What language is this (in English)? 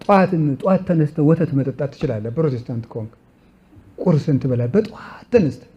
Amharic